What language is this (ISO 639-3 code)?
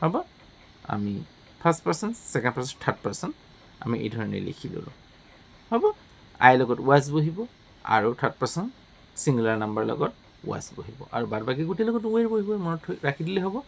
asm